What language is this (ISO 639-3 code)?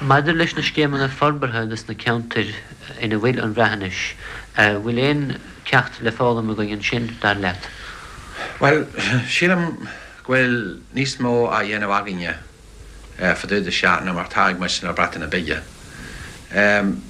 gle